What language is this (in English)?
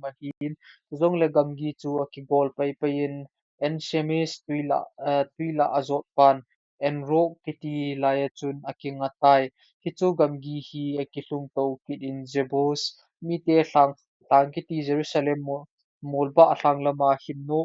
Thado Chin